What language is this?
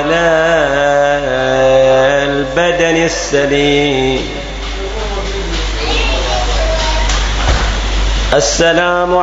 Arabic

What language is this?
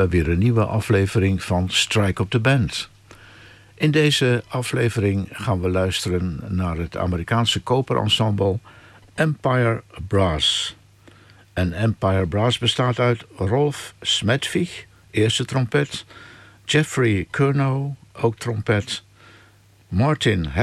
Dutch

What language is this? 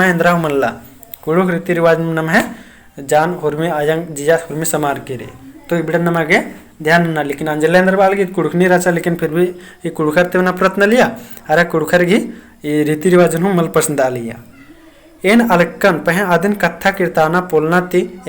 Kurukh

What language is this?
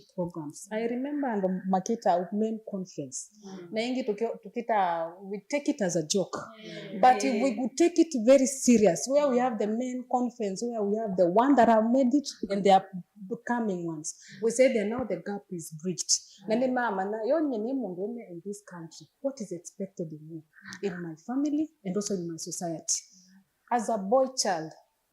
Kamba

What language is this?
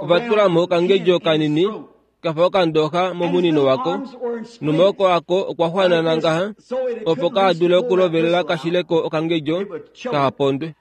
Kuanyama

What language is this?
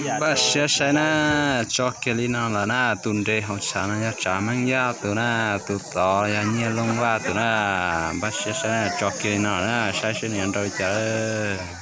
Hmong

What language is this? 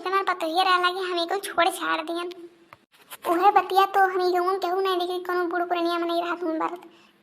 Awadhi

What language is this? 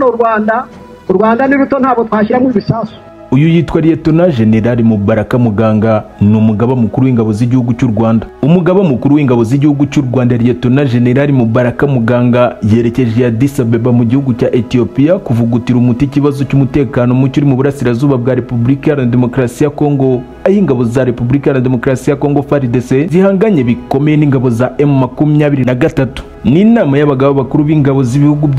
Kinyarwanda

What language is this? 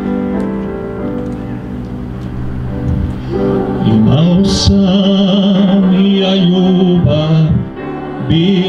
Croatian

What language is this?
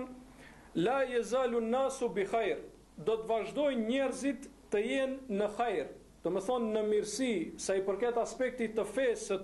Albanian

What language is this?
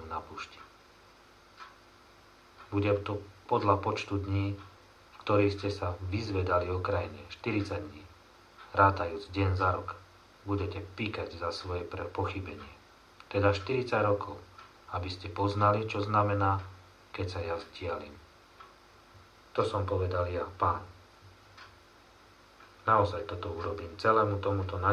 Slovak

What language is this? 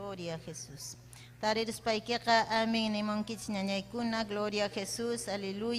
Ayacucho Quechua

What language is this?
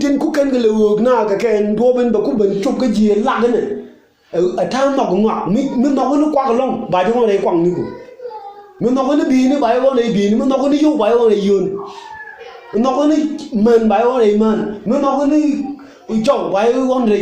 Nuer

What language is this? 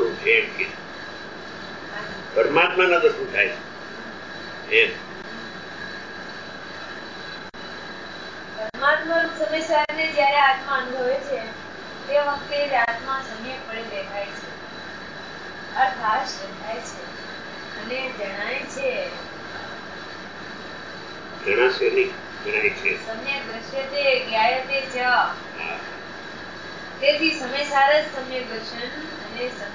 Gujarati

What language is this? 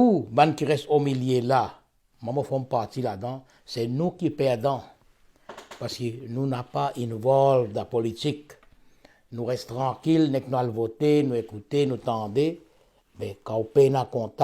Morisyen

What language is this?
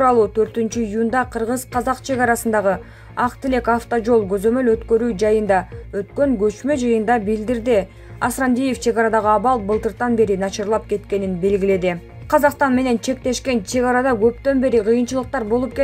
Kyrgyz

